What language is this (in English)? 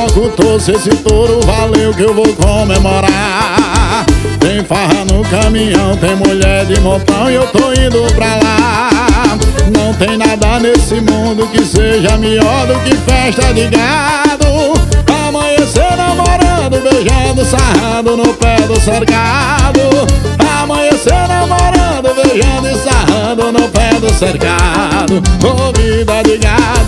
Portuguese